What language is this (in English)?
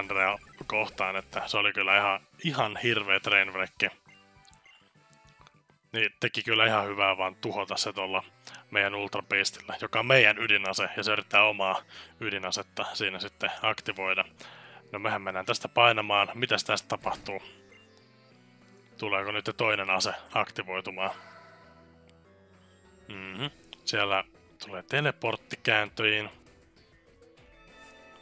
Finnish